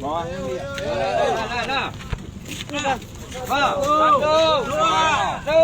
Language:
Minangkabau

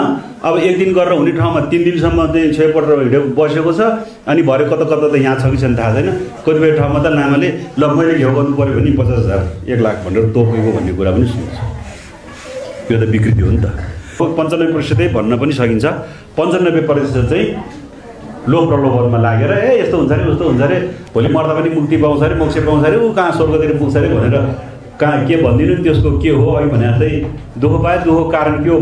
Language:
Nepali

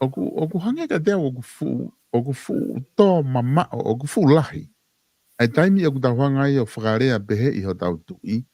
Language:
Tongan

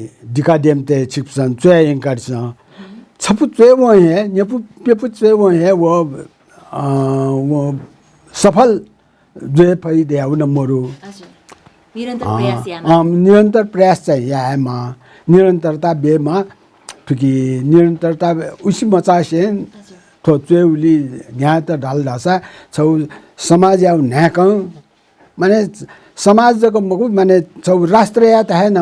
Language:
Newari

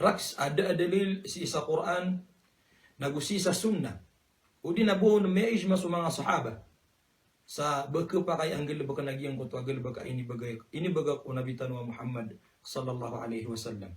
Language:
Maranao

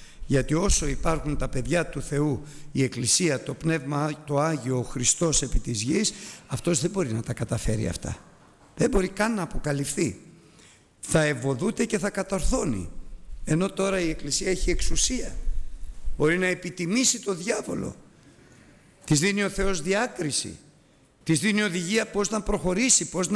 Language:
Greek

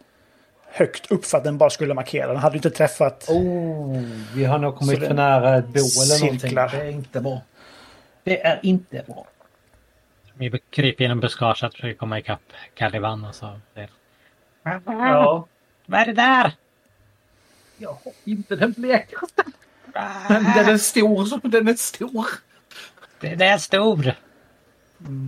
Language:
Swedish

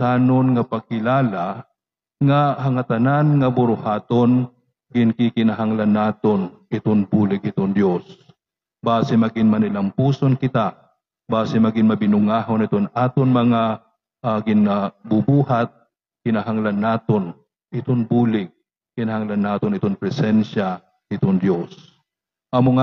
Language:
Waray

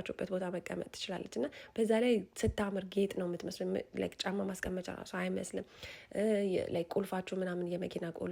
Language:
Amharic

